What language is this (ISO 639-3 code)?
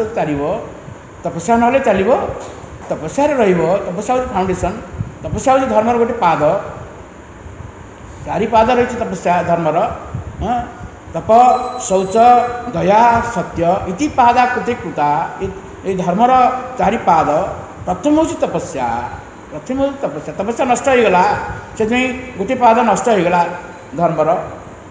ori